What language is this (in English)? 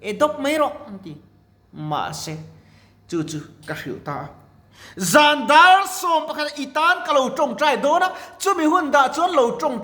Mizo